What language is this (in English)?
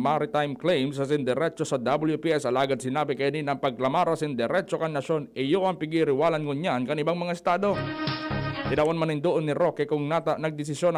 Bikol